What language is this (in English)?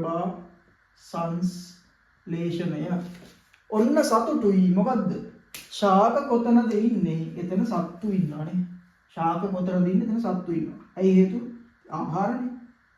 Sinhala